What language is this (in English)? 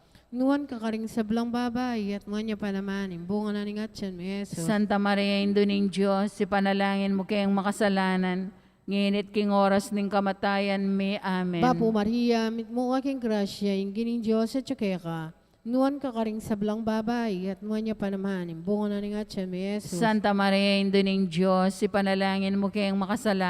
Pampanga